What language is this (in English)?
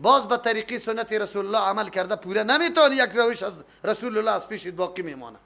Persian